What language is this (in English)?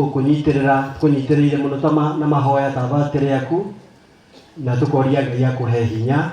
Kikuyu